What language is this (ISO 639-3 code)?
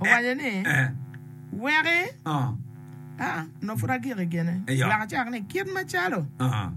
ach